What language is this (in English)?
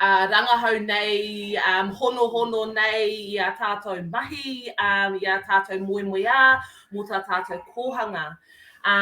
Māori